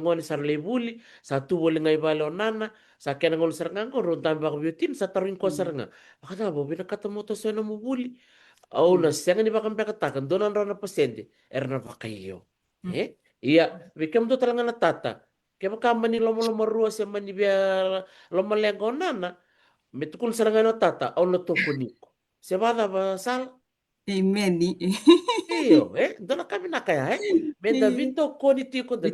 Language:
Fijian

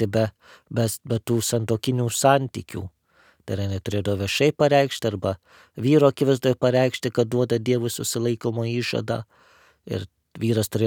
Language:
Lithuanian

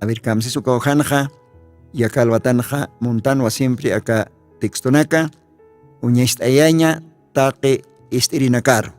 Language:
Aymara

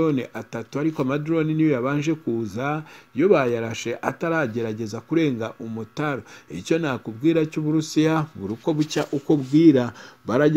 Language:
Kinyarwanda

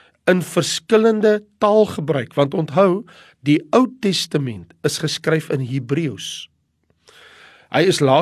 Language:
Afrikaans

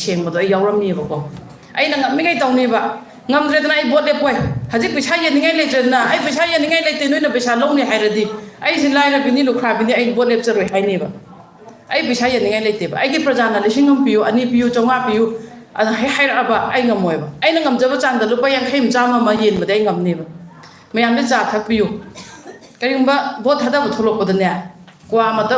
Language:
Manipuri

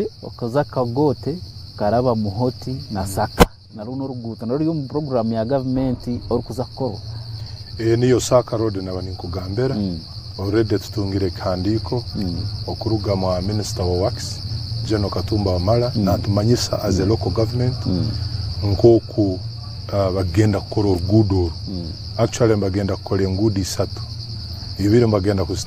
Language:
Nyankole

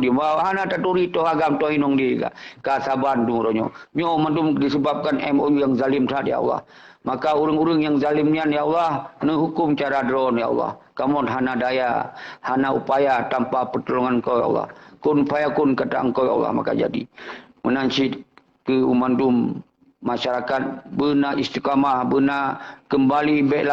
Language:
Achinese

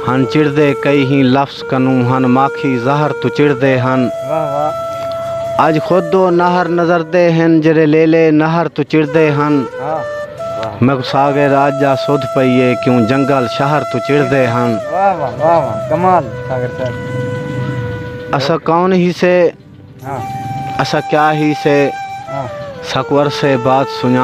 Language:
Saraiki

